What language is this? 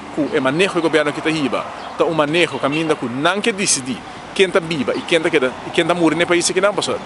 Papiamento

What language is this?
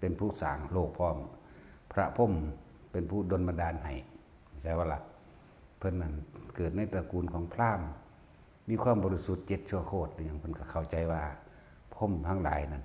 Northeastern Thai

